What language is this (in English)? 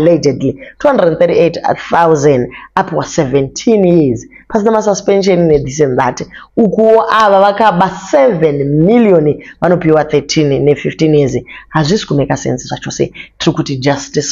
Shona